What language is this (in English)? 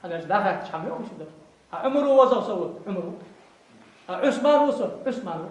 Ingush